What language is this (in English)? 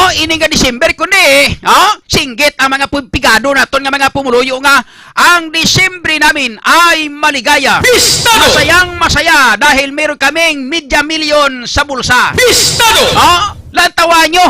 Hiligaynon